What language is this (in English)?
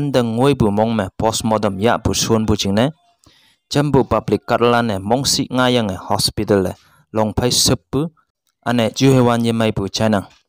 Konyak Naga